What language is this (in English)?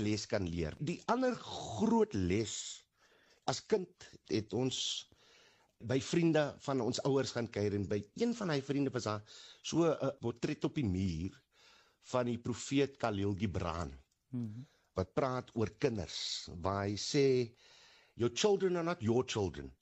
Afrikaans